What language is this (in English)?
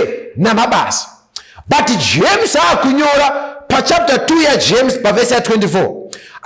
Shona